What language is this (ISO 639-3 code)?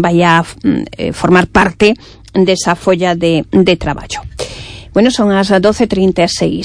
glg